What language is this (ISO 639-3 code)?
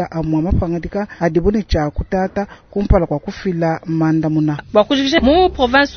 lua